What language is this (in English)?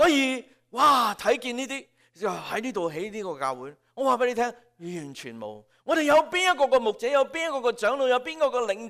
Cantonese